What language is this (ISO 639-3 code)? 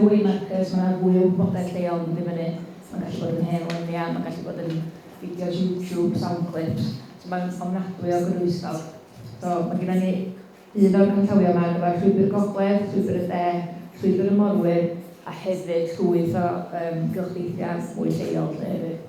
cym